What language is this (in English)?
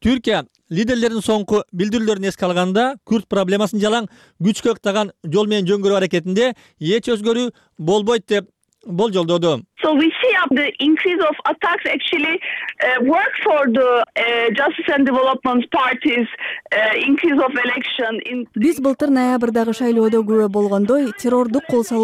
Kyrgyz